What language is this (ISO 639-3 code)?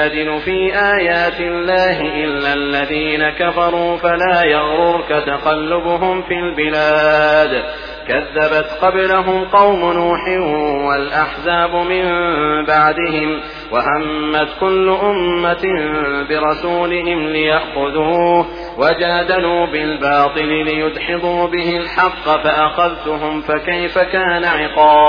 ara